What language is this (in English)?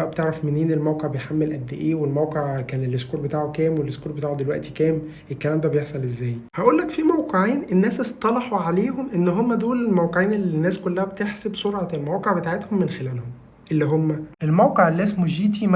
Egyptian Arabic